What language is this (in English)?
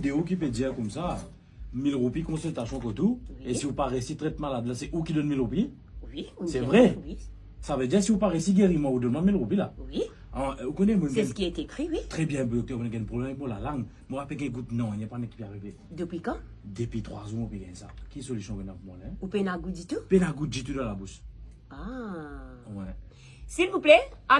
Morisyen